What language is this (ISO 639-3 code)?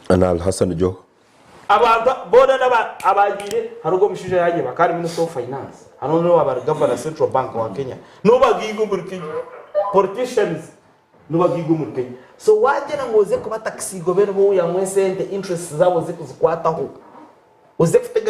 nyn